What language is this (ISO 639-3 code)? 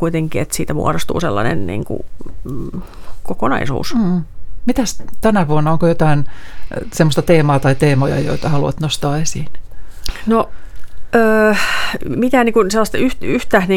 fin